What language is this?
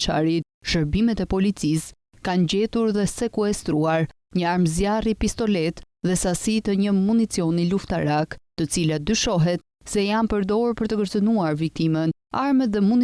Albanian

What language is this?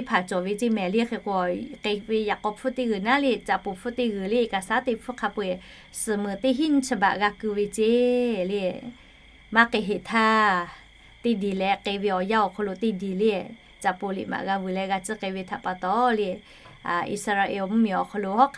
Lahu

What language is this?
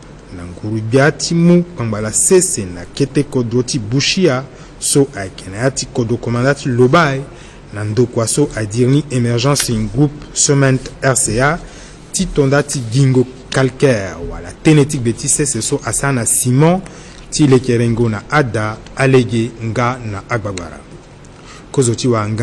Sango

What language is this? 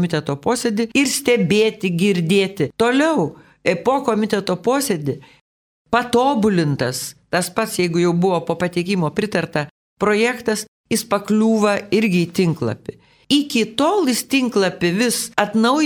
Lithuanian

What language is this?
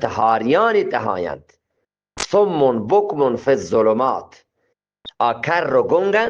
Eastern Balochi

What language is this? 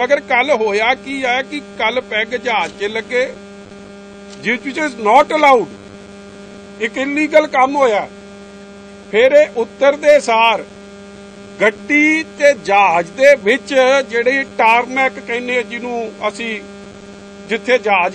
Punjabi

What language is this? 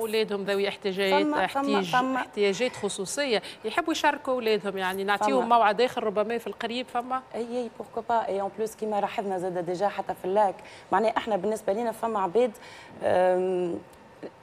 Tunisian Arabic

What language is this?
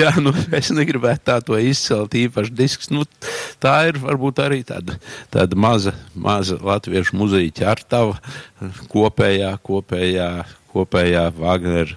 Latvian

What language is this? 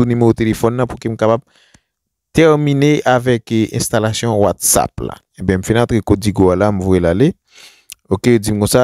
Haitian Creole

